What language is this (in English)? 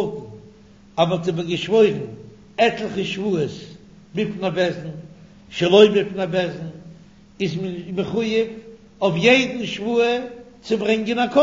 Yiddish